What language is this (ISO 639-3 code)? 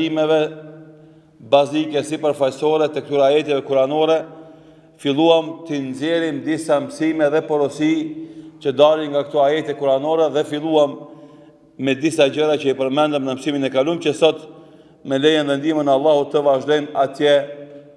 sqi